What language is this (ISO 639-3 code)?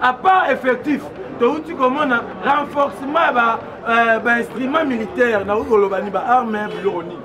lin